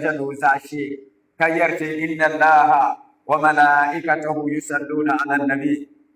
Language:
Dagbani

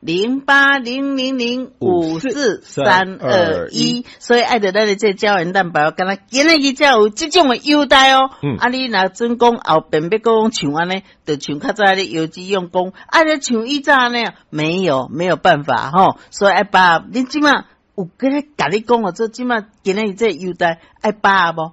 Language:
Min Nan Chinese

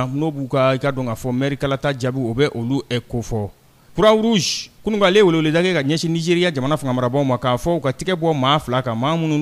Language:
Bambara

